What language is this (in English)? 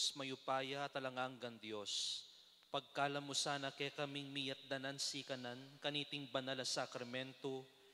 Pampanga